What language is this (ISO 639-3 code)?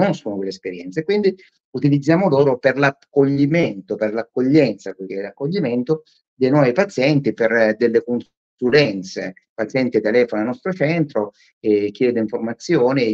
ita